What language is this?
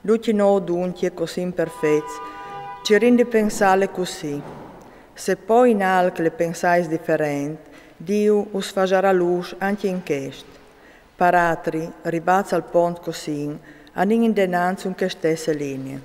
Friulian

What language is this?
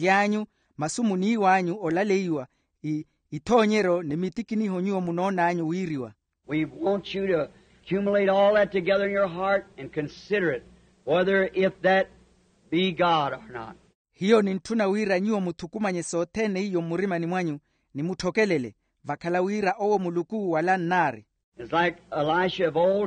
Makhuwa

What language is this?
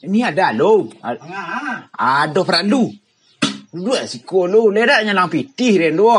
Minangkabau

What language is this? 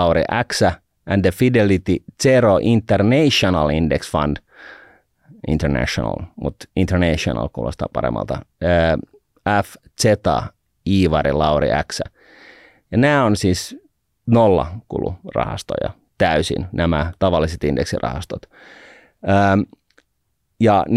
Finnish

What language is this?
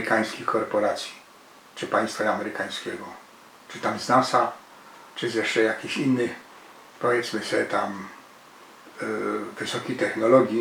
Silesian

